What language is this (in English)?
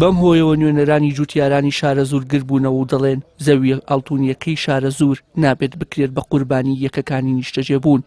Central Kurdish